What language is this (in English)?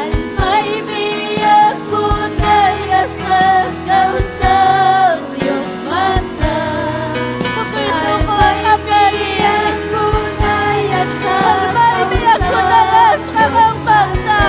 Ayacucho Quechua